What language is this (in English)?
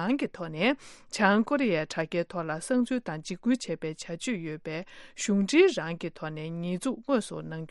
Tibetan